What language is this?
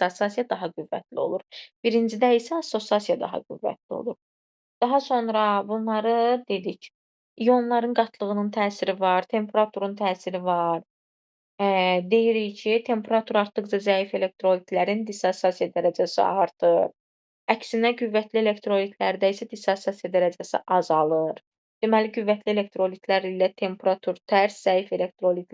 Azerbaijani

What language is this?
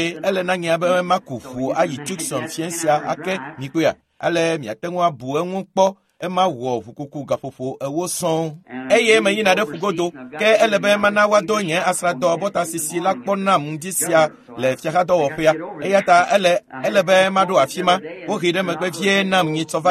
Ewe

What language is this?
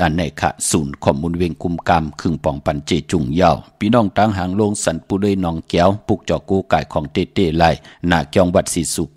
Shan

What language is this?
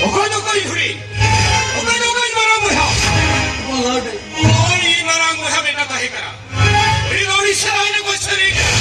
Santali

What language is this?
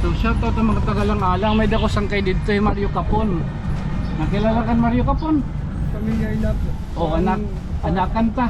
Waray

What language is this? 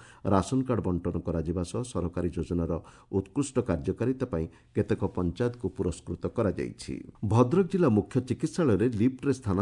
Odia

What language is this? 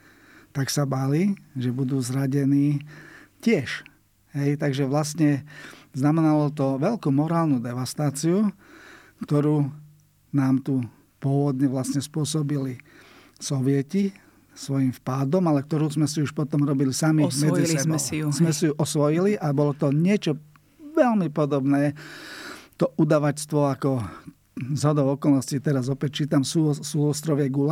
Slovak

